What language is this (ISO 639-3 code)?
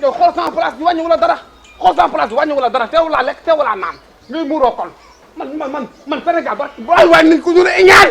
wol